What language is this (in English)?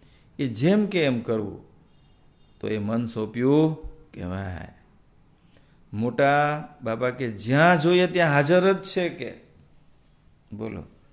Gujarati